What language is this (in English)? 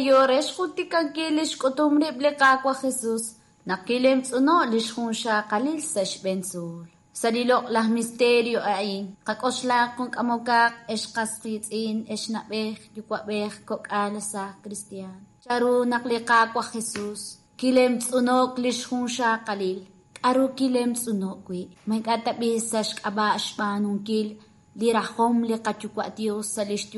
Kekchí